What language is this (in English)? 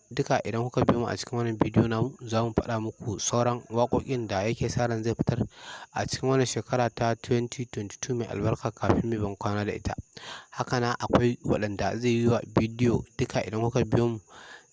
Hausa